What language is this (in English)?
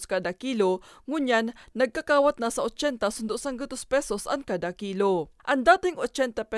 Bikol